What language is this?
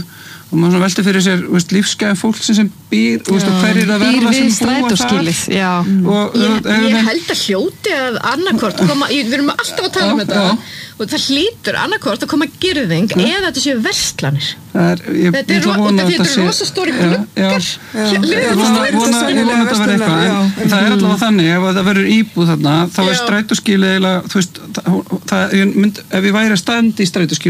Icelandic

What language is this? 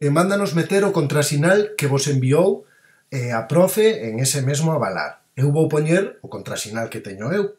Galician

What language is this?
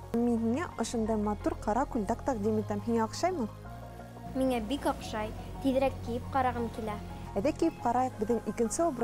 Bashkir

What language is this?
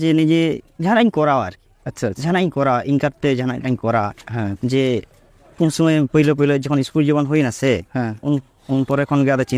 Santali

